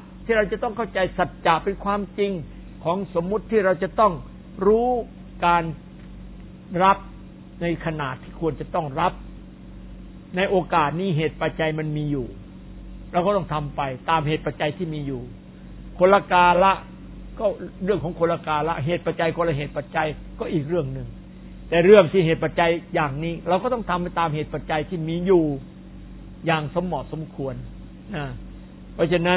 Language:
Thai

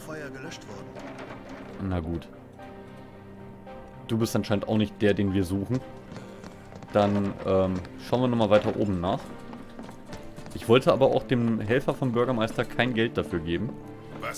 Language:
German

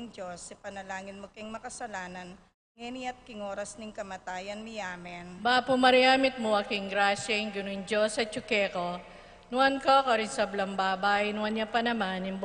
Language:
Pampanga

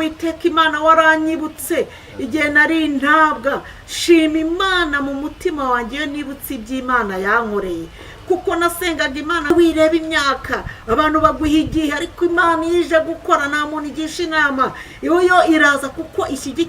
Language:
Kinyarwanda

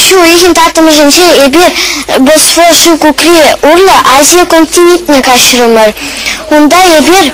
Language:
Chuvash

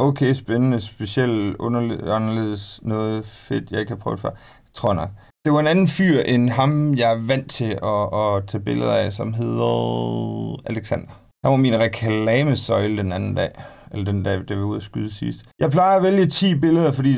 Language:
Danish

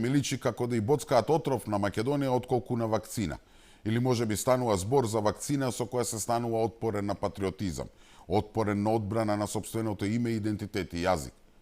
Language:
Macedonian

